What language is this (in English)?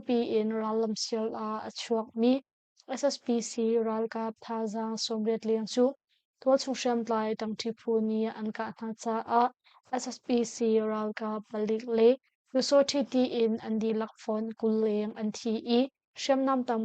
Hakha Chin